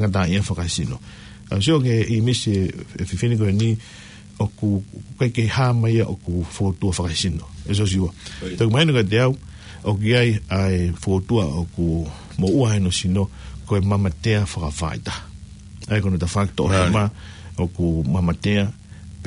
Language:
Tongan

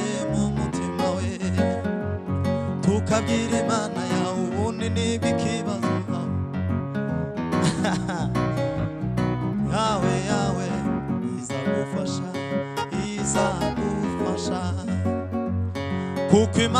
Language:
Kinyarwanda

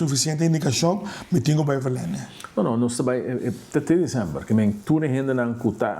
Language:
Papiamento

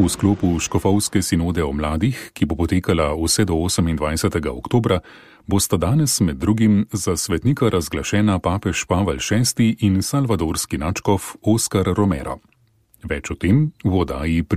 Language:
Slovenian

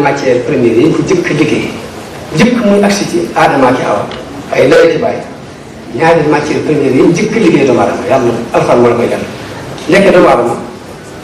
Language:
Wolof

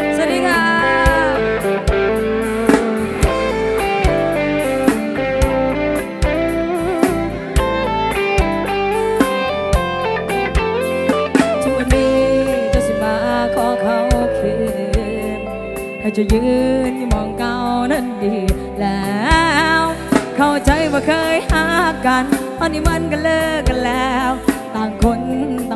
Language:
Thai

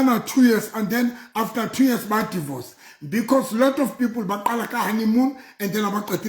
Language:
Southern Sotho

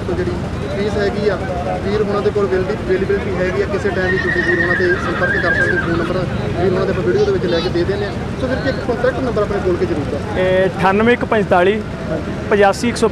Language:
Punjabi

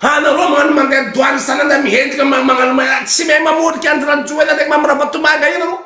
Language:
Malagasy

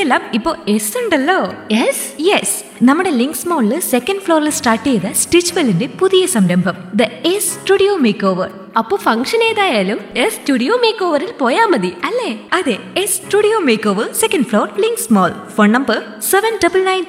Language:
Malayalam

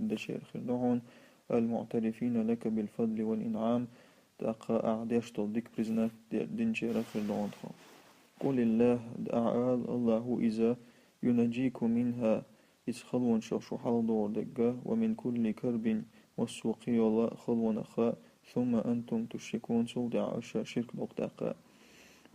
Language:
Chechen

